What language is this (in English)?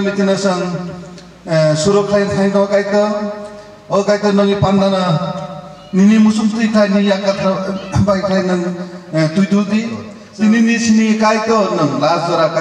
Kok Borok